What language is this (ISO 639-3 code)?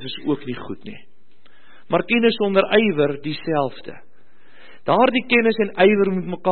afr